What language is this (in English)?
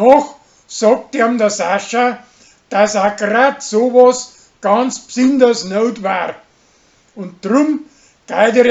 Bavarian